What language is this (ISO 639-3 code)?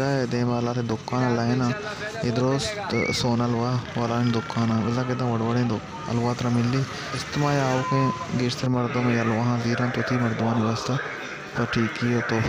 bal